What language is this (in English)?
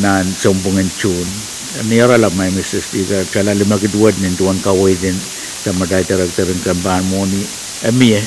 Pohnpeian